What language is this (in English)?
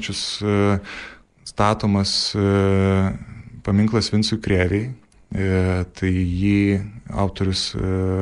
Lithuanian